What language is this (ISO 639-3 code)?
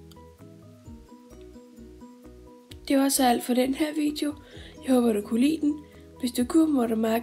dan